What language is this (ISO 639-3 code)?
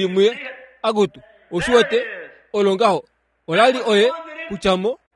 kua